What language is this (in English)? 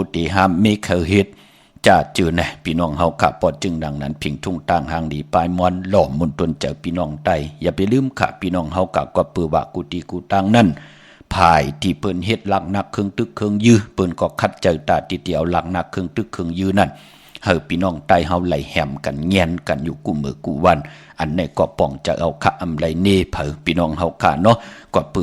Shan